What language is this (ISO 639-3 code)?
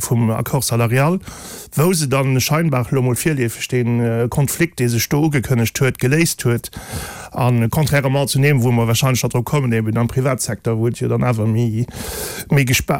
ltz